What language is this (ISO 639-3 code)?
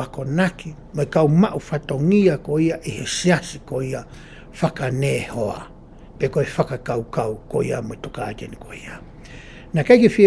ton